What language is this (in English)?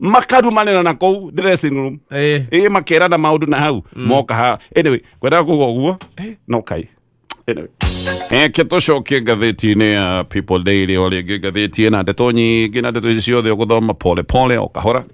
Kikuyu